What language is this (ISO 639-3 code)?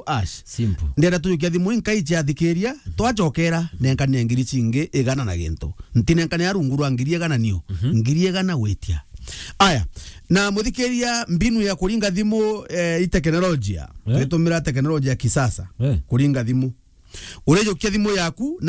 mer